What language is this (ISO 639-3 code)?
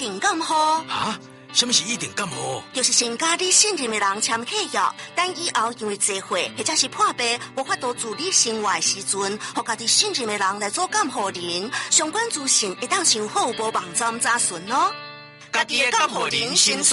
nan